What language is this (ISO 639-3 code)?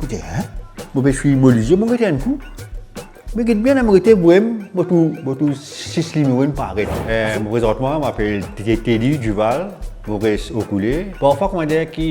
mfe